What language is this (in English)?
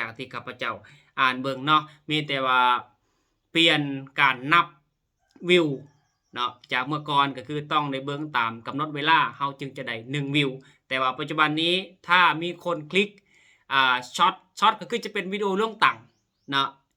Lao